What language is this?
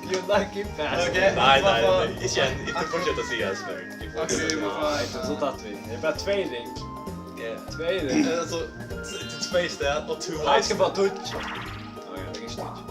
Faroese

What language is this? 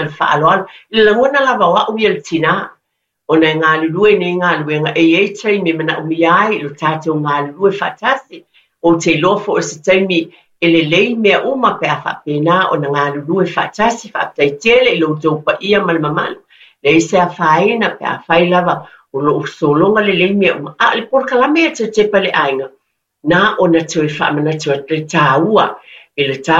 Samoan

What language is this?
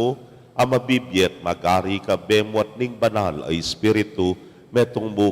Pampanga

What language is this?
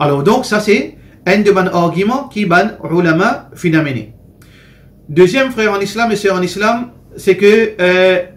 Morisyen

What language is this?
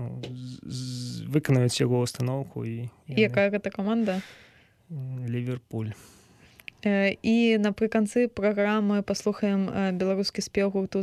Belarusian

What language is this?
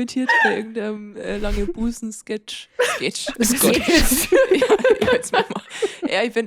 Bavarian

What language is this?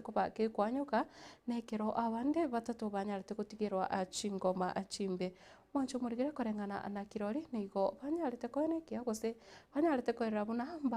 Gusii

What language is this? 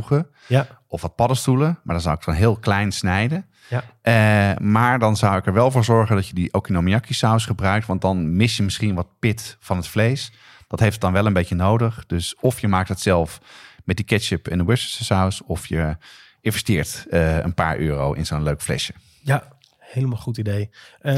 Dutch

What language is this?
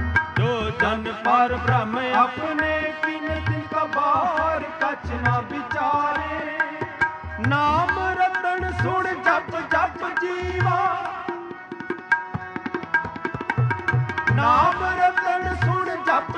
Punjabi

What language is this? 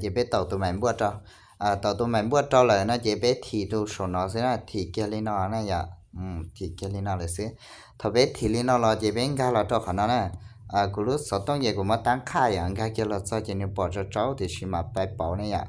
Hmong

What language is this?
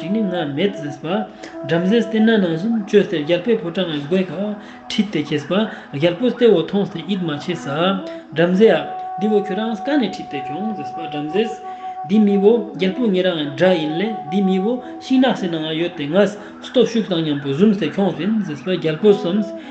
Ladakhi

